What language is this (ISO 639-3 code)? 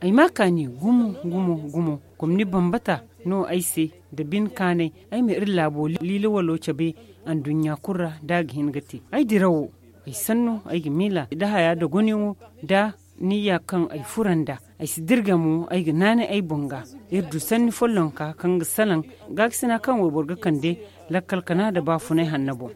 dje